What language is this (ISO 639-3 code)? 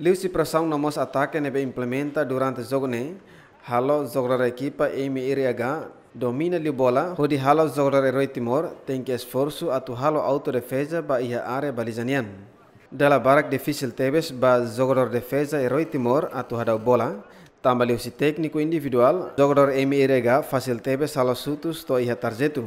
tet